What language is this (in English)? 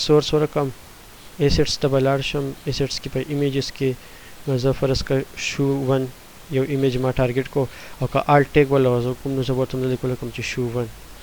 Pashto